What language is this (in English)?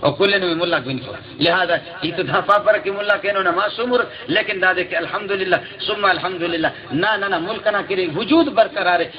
Brahui